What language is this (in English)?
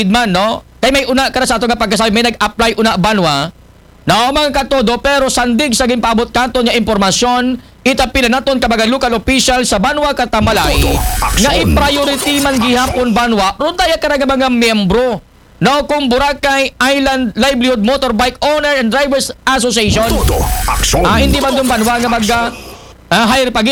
Aklanon